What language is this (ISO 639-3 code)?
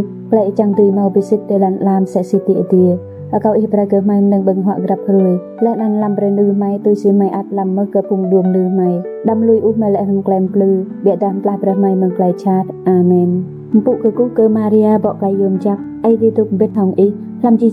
rad